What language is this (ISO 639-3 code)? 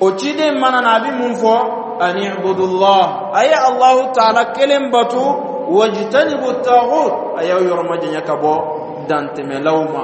dyu